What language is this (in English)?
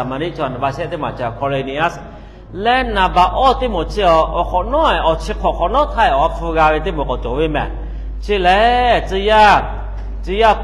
Lahu